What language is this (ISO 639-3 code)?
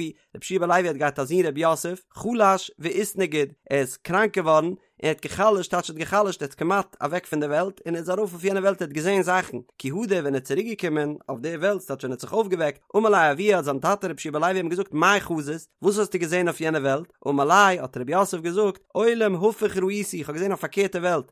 yid